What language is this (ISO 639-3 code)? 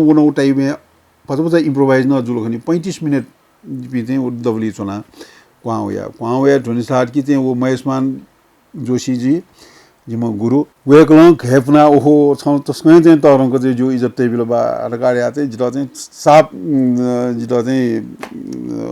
new